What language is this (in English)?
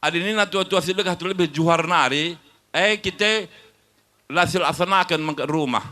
Batak Karo